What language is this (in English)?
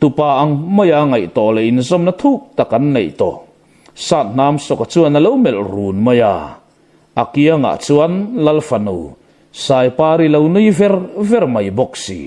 Mizo